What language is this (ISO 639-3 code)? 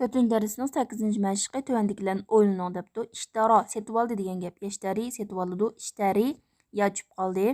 uig